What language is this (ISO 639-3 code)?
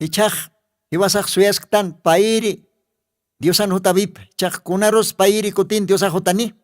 aym